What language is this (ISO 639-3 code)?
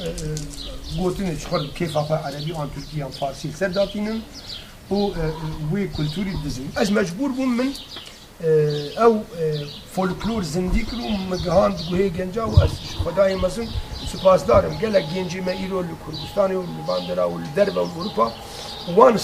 kur